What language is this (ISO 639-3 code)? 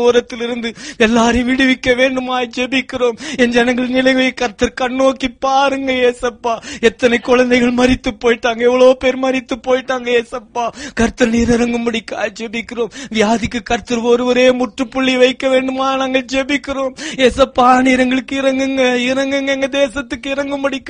tam